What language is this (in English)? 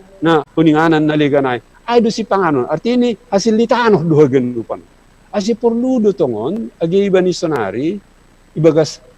Batak Simalungun